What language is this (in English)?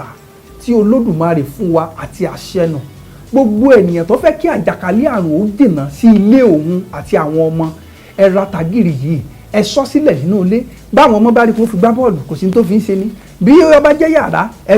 Yoruba